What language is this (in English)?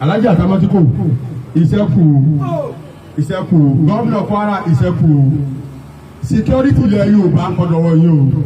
Yoruba